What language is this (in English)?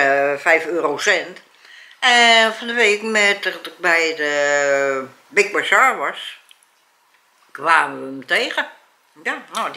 Dutch